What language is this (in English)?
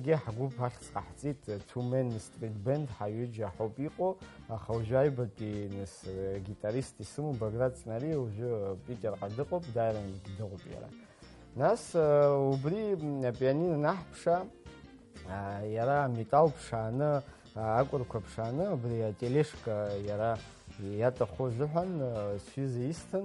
Abkhazian